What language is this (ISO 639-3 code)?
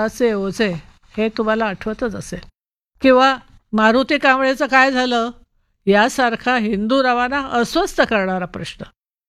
mar